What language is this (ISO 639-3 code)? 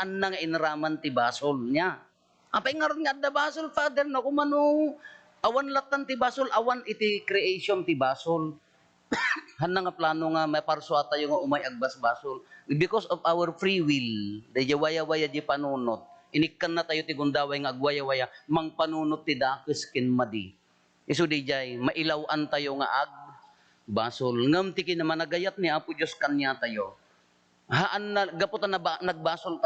ilo